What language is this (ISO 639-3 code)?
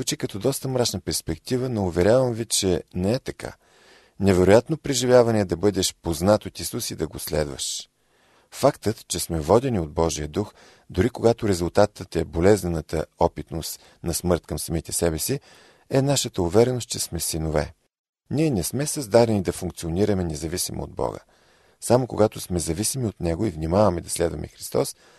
bul